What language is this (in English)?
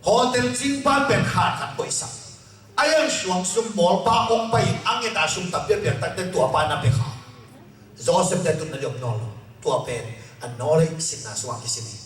Tedim Chin